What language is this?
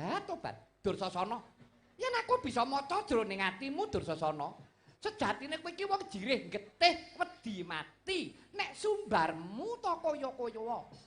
Javanese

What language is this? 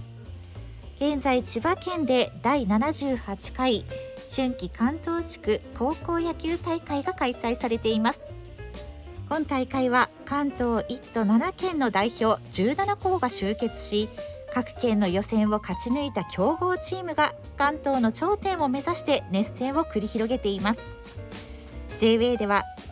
Japanese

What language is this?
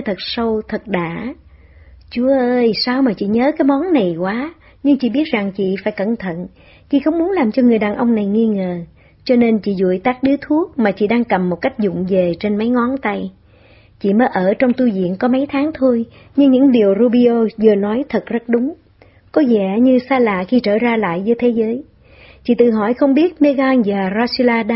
Vietnamese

